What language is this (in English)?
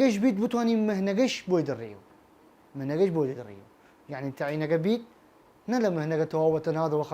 Southern Kurdish